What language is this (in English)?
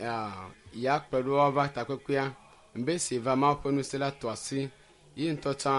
Ewe